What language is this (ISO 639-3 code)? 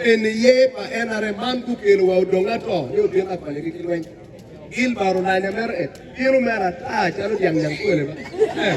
ach